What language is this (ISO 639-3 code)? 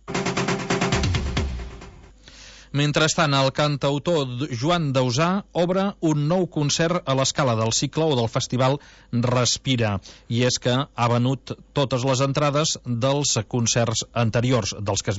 cat